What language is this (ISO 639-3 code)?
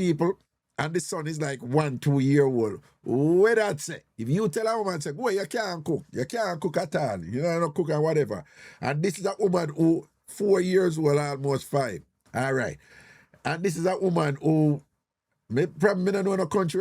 jam